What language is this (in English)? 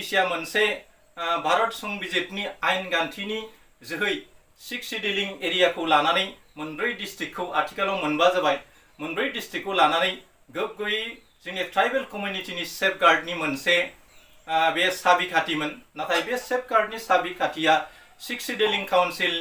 Bodo